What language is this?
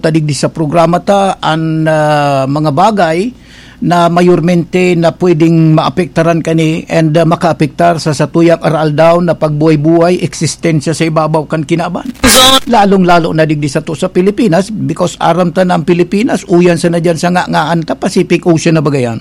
Bikol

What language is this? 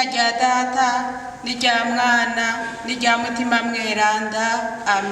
Rundi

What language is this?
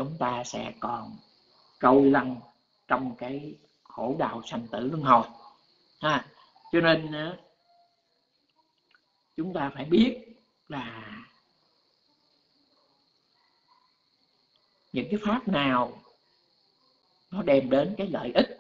Vietnamese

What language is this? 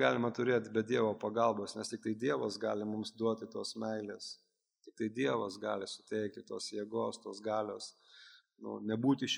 Lithuanian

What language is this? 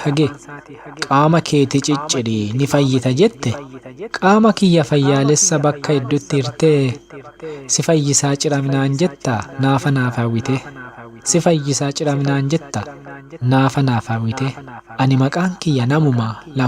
Oromo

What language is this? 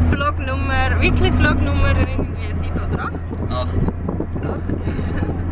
Swiss German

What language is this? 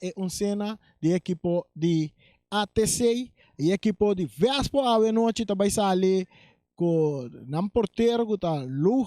Papiamento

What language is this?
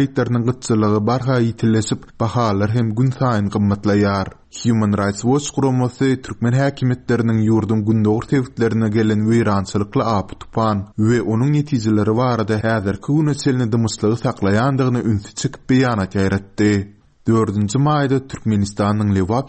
Turkmen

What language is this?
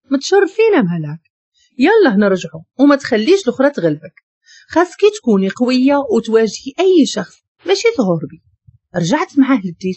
Moroccan Arabic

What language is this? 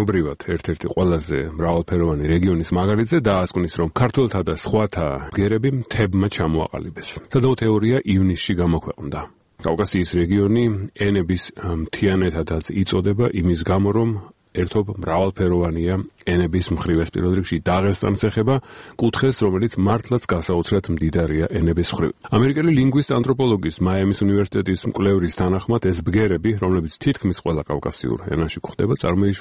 Georgian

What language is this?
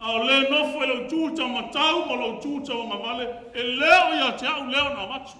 Samoan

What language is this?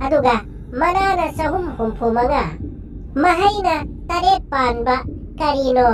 Manipuri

